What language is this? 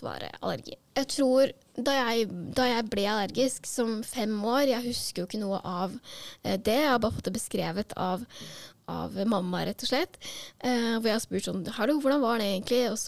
Norwegian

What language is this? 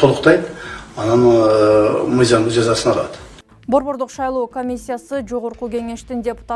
Kyrgyz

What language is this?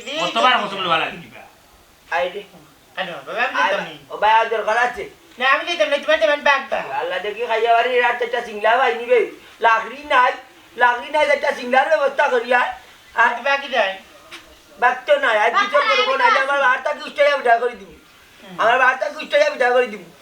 Sylheti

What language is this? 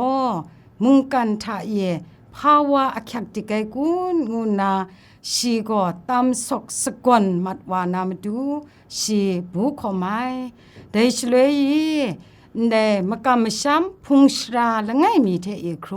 Kachin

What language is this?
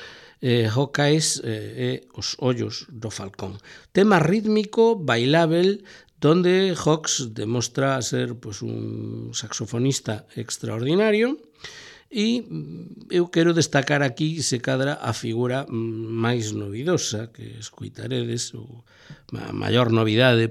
Galician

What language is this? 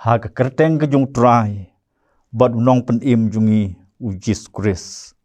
Khasi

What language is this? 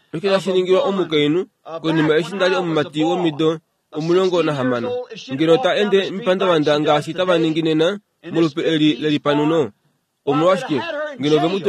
Kuanyama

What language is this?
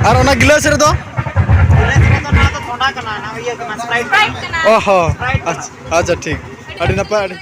Santali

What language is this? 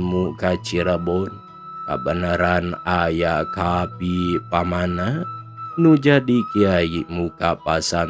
Sundanese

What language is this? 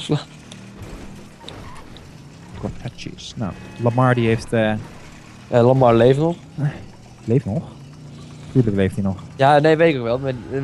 Dutch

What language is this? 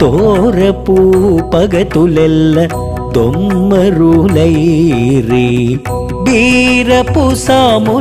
Telugu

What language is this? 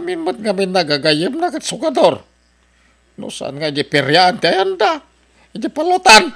Iloko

